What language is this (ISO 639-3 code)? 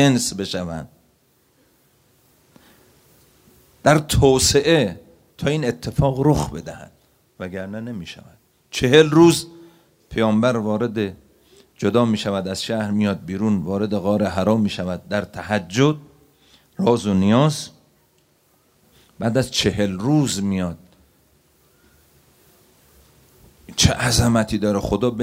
fas